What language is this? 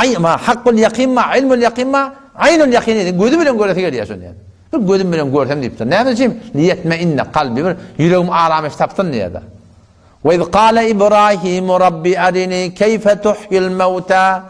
Turkmen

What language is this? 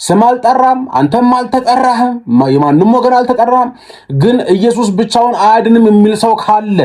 Amharic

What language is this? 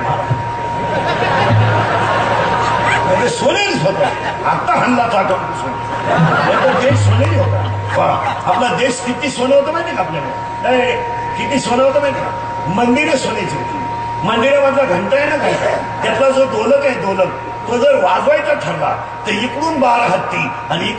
Marathi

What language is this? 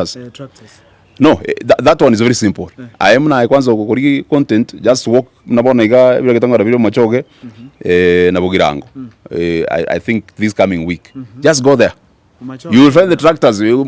Gusii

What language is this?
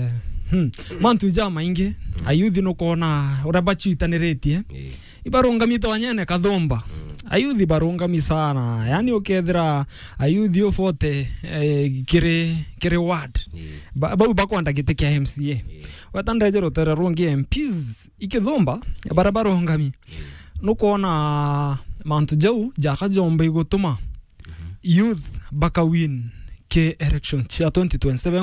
Meru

